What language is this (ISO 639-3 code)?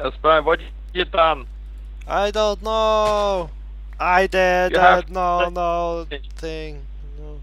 fao